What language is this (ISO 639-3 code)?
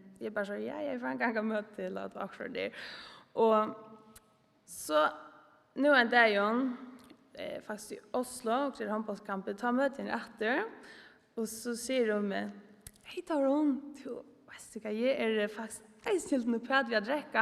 fao